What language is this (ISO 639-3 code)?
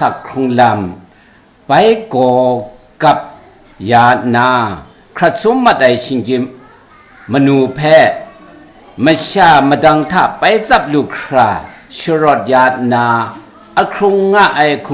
kac